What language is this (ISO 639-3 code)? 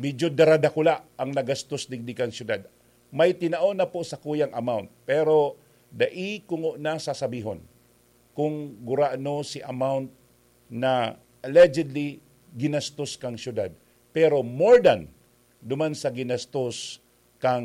bik